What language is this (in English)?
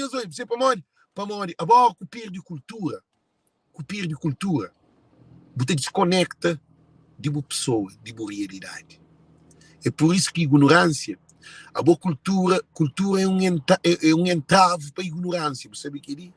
Kabuverdianu